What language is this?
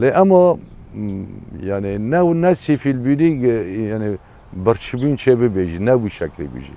Kurdish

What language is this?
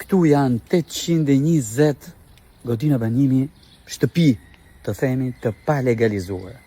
Albanian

